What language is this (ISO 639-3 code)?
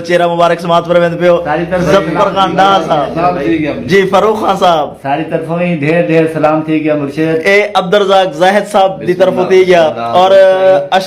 skr